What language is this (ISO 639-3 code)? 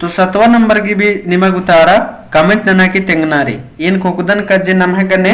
kru